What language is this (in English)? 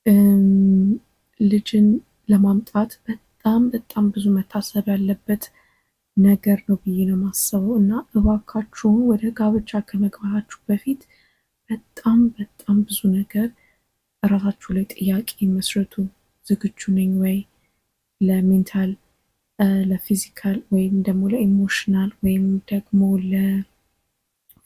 Amharic